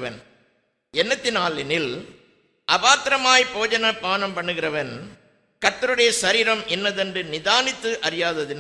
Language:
Tamil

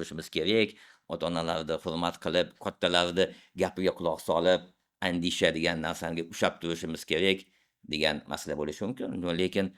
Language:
Uzbek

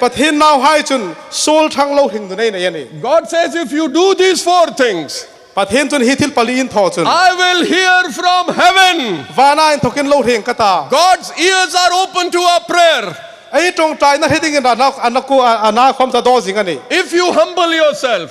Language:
Hmar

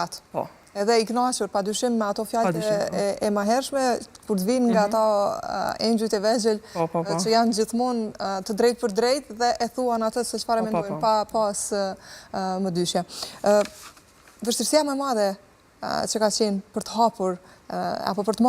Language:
Albanian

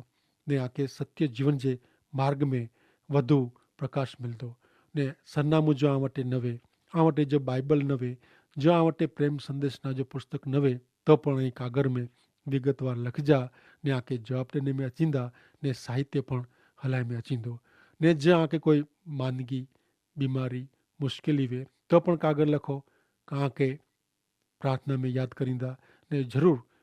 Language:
Kachhi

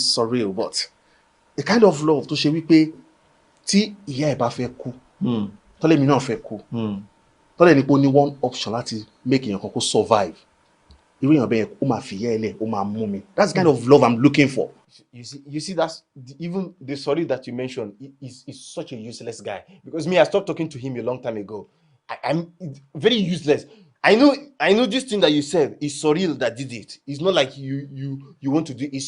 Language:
Yoruba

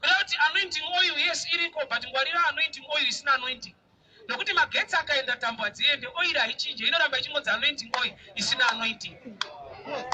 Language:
Shona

